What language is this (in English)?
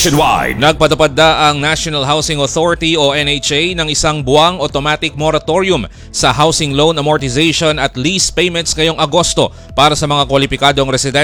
Filipino